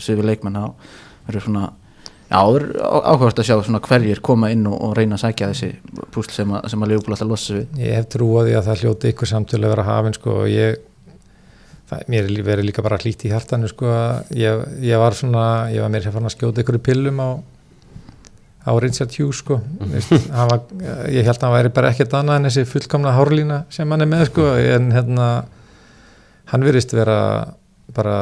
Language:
Icelandic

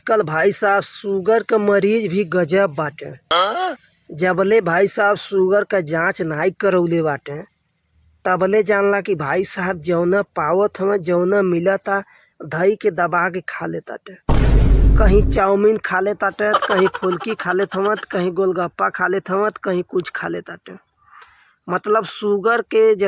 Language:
Bhojpuri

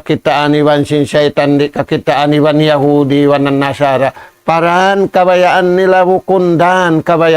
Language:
Tausug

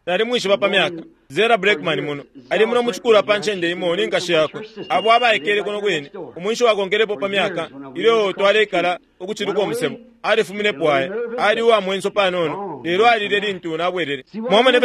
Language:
Bemba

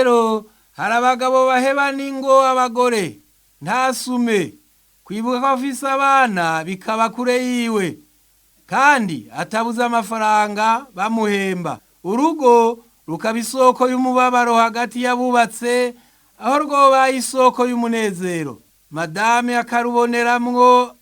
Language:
Rundi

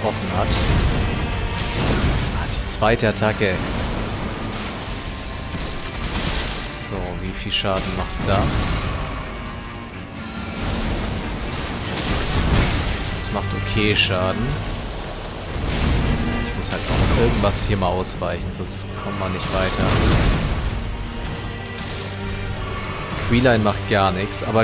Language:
German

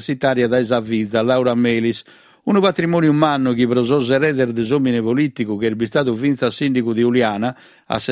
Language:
Sardinian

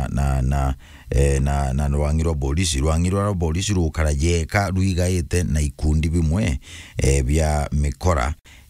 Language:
Meru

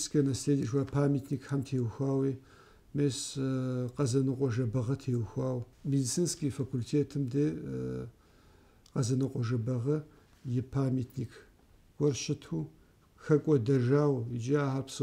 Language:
Kabardian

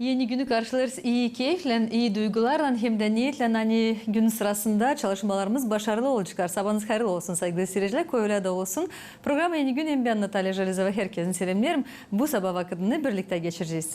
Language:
Gagauz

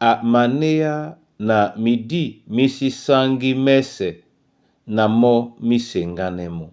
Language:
Duala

